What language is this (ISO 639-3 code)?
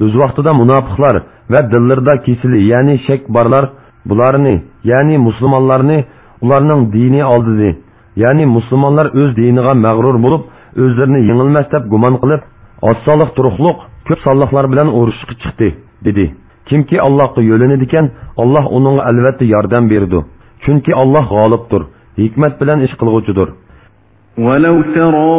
uig